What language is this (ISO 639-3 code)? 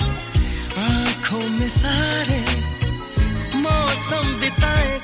hin